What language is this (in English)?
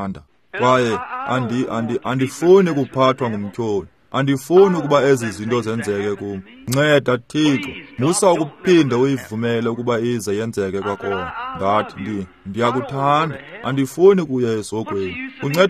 Xhosa